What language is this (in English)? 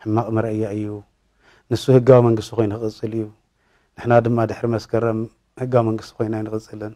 Tigrinya